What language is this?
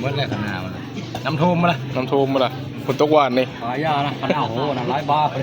Northeastern Thai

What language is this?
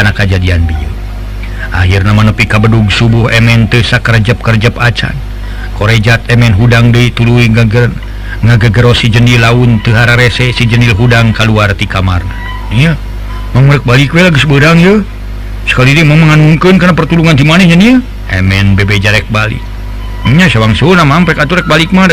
Sundanese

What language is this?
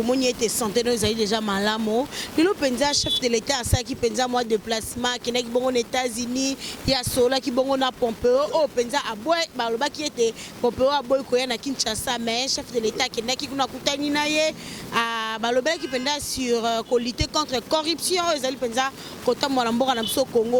Lingala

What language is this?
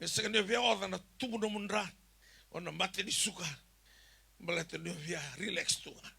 Fijian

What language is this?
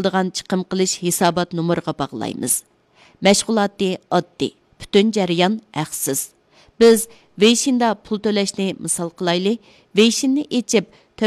Uyghur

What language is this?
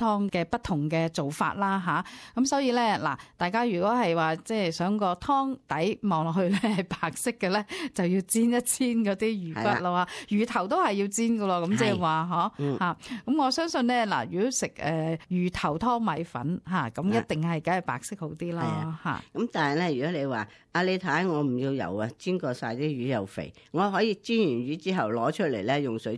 Cantonese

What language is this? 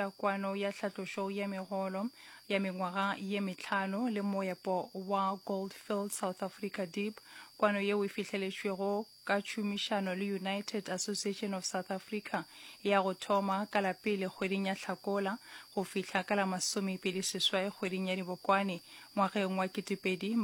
Northern Sotho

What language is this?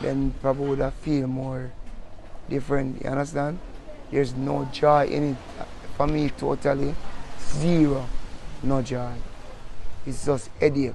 Jamaican Creole English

